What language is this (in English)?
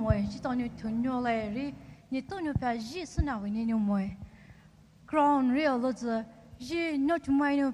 Poumei Naga